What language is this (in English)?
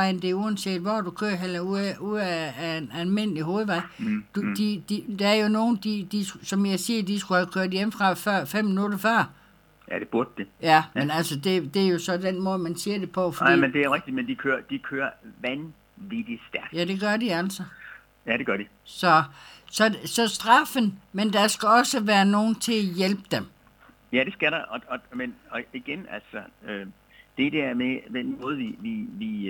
Danish